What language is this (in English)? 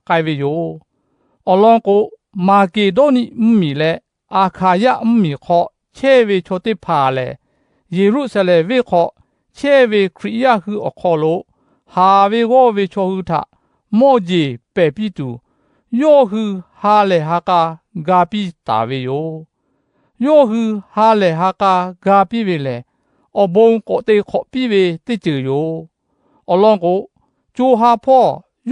Lahu